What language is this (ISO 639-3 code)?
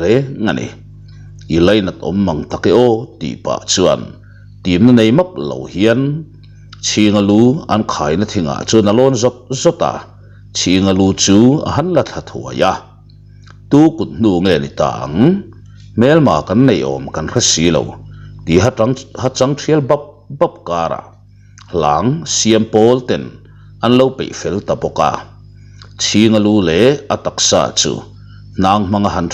lus